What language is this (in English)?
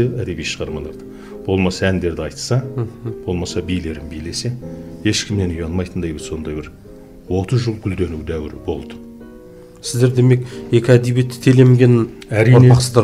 Kazakh